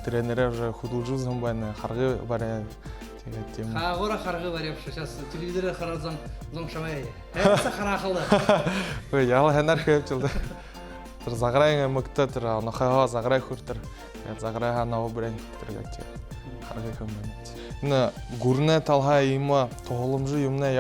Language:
Buriat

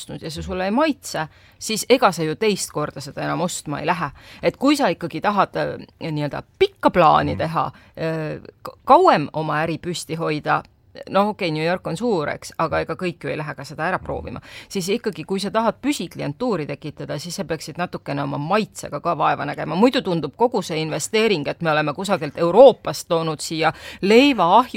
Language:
Estonian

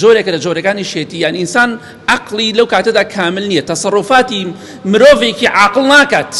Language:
Central Kurdish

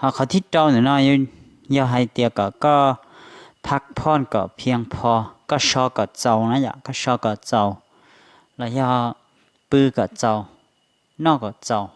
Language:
Hmong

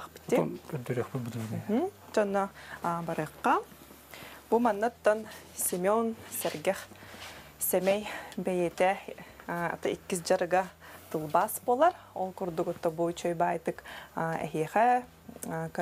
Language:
Yakut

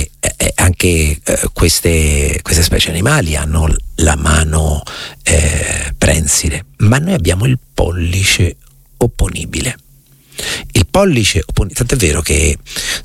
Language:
Italian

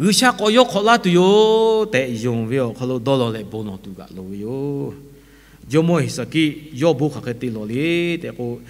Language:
Lahu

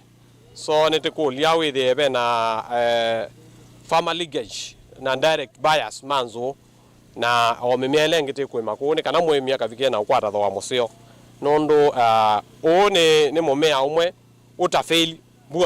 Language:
Kamba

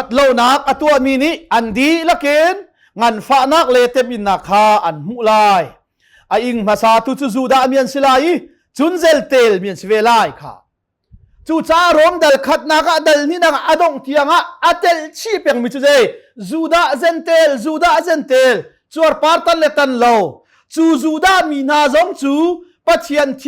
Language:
Hakha Chin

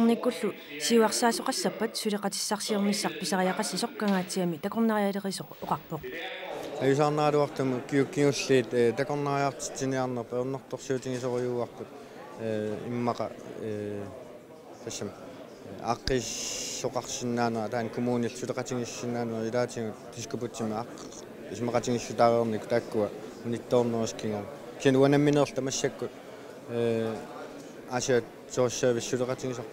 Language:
Kalaallisut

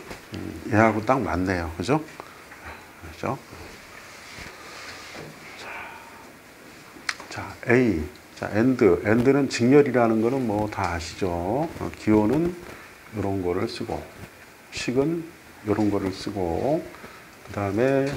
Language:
Korean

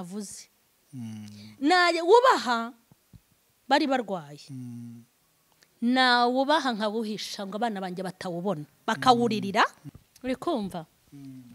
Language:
Kinyarwanda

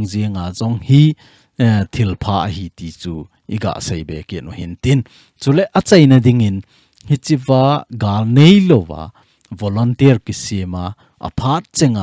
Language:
Thado Chin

